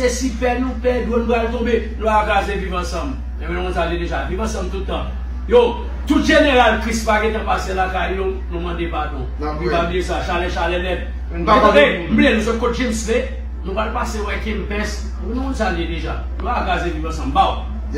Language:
Haitian Creole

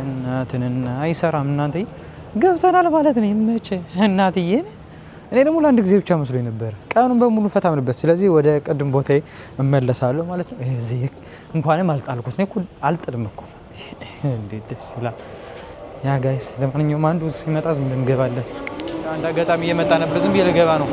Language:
Amharic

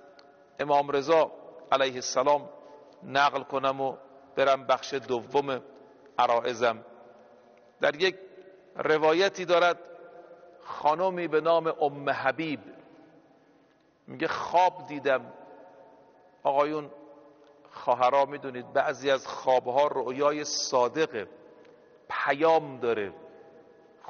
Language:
Persian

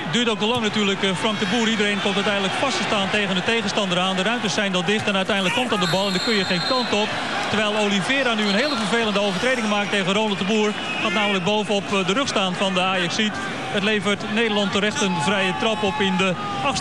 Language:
Dutch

